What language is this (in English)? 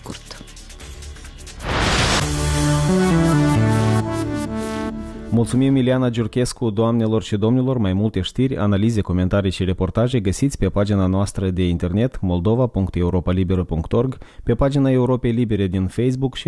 Romanian